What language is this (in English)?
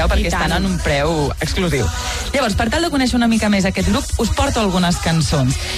Catalan